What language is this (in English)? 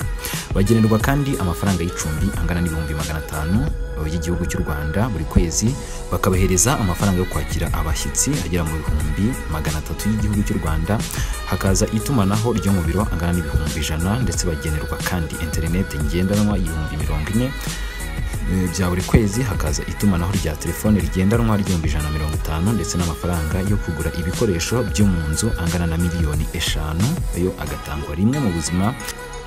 Kinyarwanda